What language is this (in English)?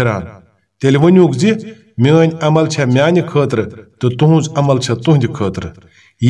Kashmiri